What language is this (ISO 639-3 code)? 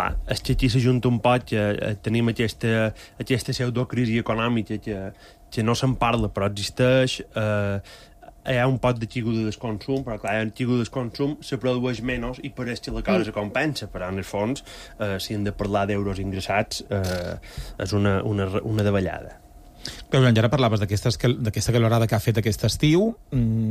cat